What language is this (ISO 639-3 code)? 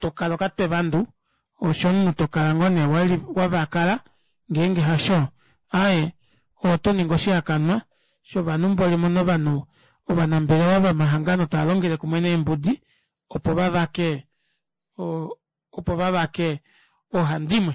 kua